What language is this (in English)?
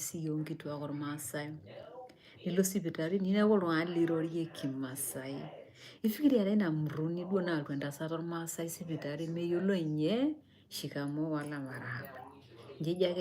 Masai